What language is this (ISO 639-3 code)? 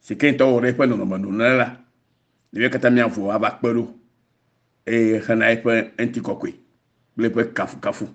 ewe